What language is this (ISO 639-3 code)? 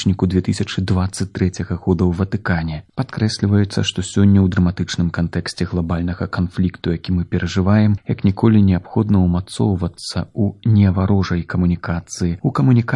bel